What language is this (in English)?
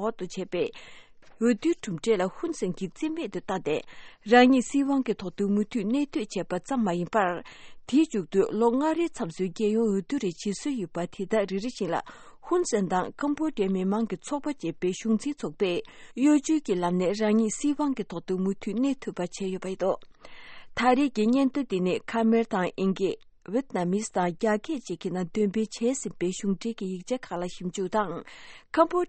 Tibetan